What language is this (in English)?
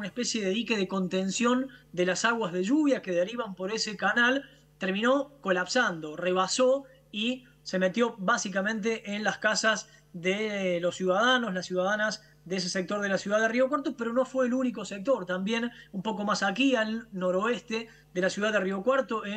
Spanish